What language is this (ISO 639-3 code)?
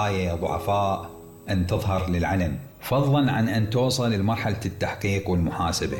acm